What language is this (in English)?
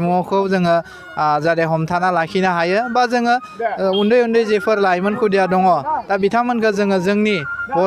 Bodo